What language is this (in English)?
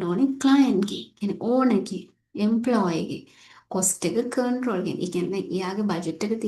Sinhala